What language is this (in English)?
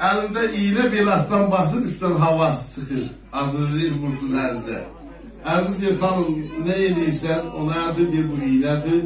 South Azerbaijani